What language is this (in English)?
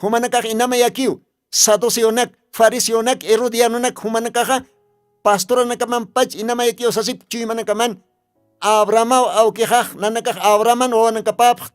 Aymara